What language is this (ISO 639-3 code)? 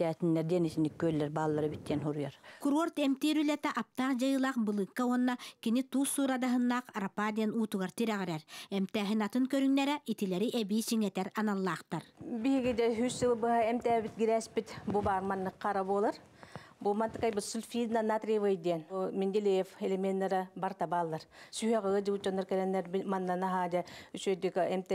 sah